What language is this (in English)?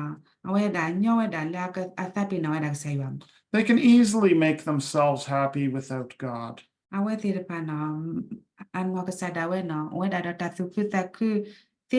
S'gaw Karen